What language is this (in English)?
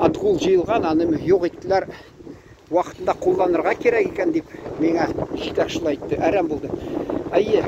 Tatar